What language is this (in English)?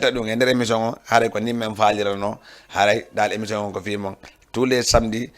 Fula